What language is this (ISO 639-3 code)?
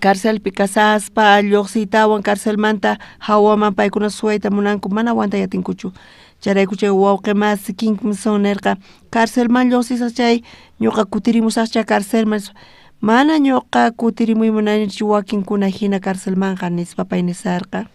quh